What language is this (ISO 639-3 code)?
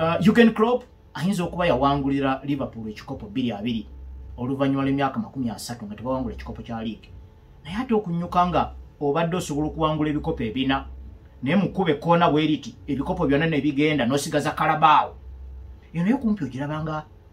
lug